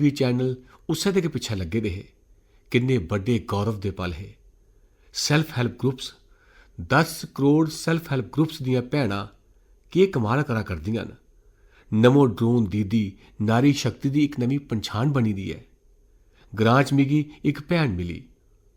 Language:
Dogri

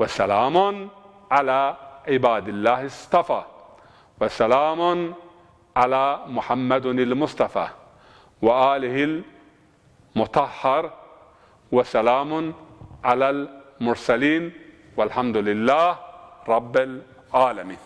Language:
Zaza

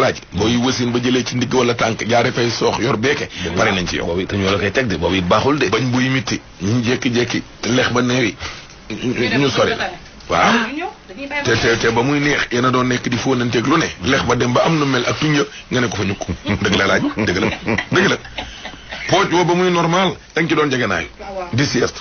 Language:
Wolof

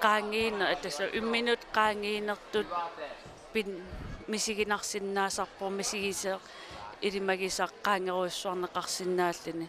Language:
Kalaallisut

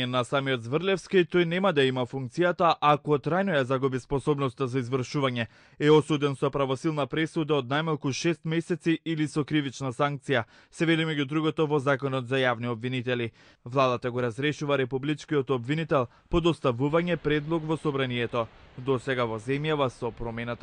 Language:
Macedonian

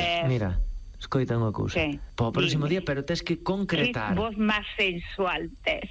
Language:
Galician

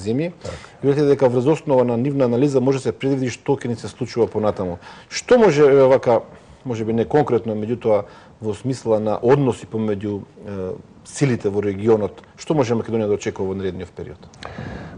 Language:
Macedonian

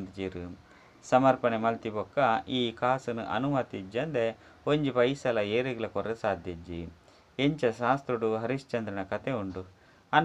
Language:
Tulu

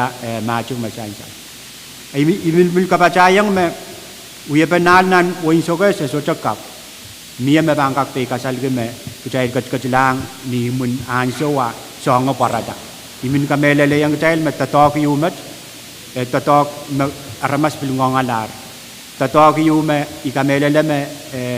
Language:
Pohnpeian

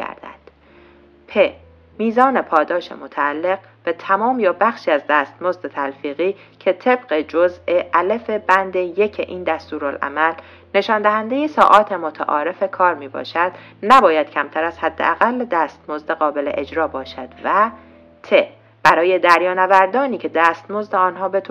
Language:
Persian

